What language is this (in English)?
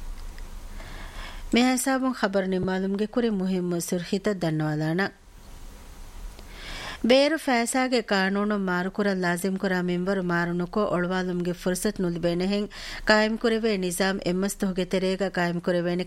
Divehi